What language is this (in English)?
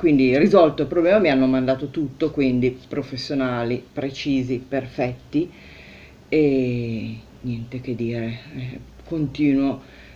Italian